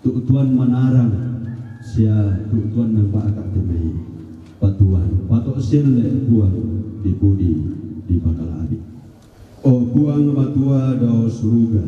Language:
Toraja-Sa'dan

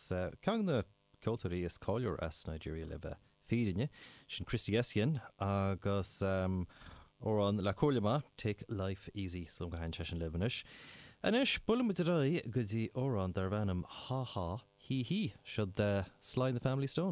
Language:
Irish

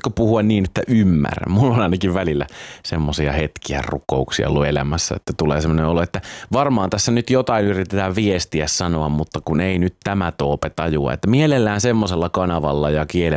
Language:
Finnish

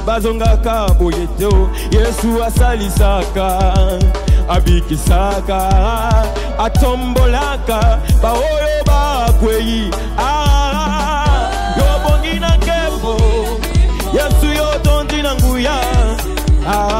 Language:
Lingala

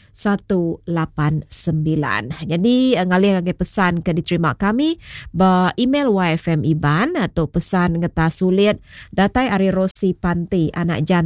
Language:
Iban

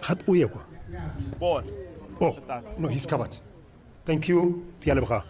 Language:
Tswana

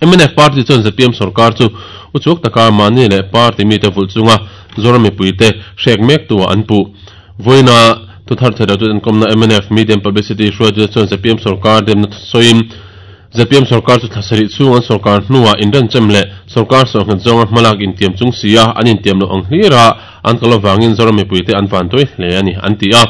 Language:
Mizo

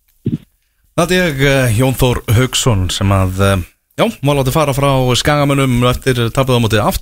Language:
Icelandic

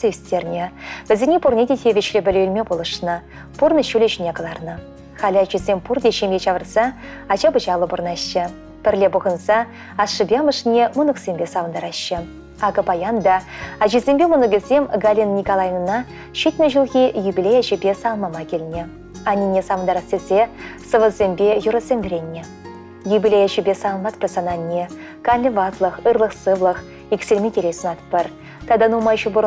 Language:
Chuvash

